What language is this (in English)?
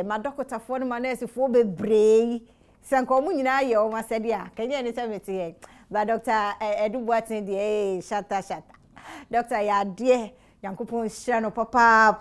Akan